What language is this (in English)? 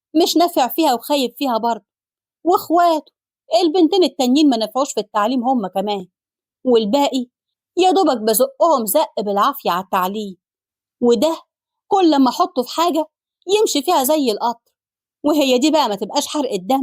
Egyptian Arabic